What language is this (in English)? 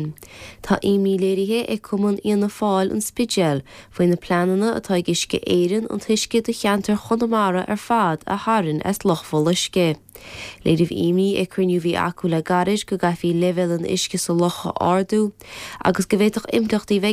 Irish